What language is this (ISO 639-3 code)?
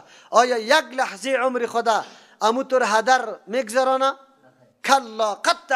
fas